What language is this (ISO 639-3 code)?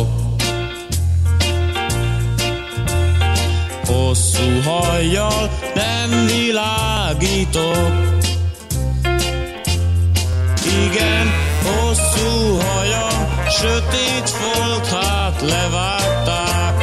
hun